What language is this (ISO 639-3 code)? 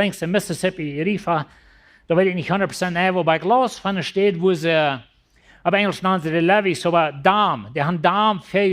pdt